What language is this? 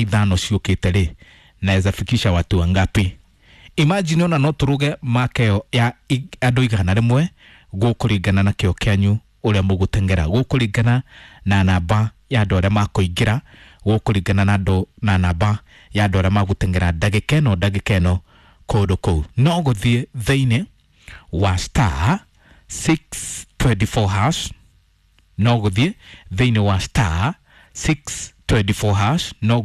Kikuyu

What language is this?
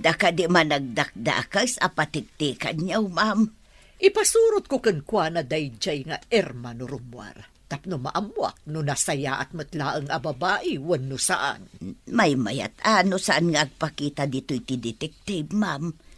Iloko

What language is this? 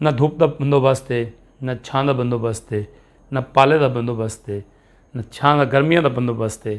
Saraiki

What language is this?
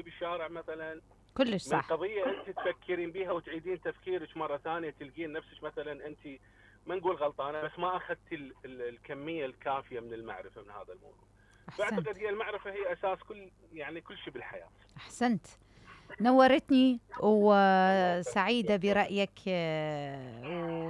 Mesopotamian Arabic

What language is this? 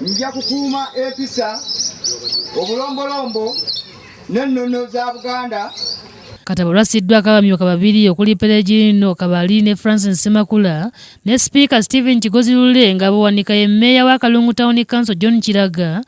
Ganda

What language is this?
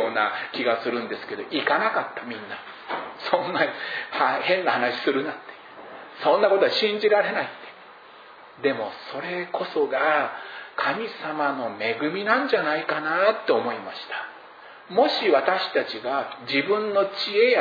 Japanese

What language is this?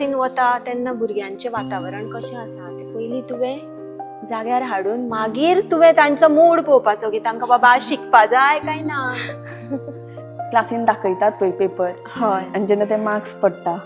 Konkani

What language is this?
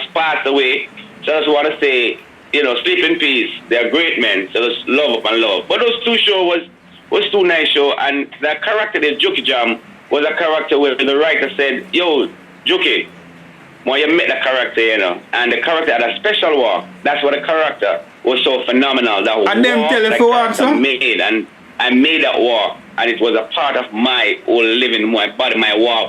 Jamaican Creole English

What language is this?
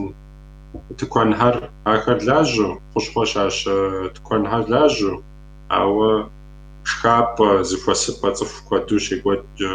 Kabardian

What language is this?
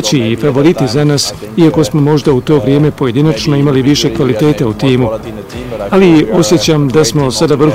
Bosnian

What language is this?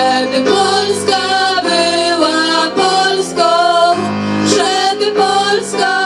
Polish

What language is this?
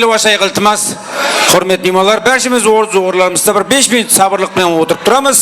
Kara-Kalpak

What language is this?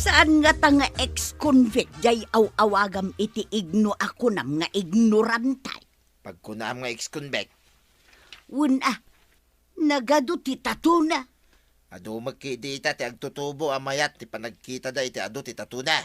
Iloko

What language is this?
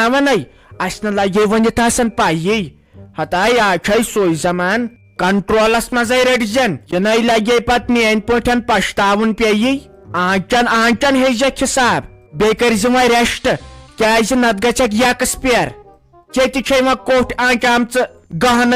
Kashmiri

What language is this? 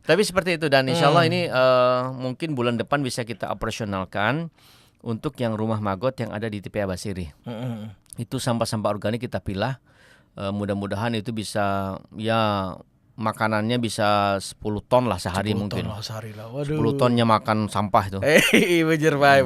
Banjar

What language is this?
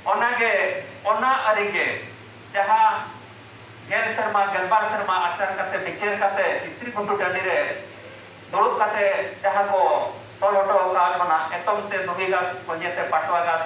Santali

